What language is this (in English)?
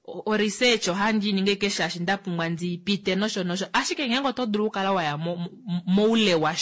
Kuanyama